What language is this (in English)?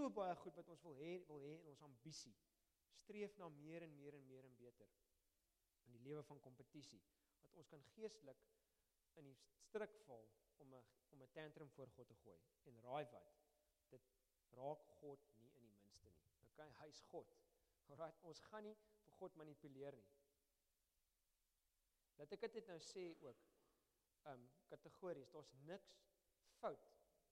Afrikaans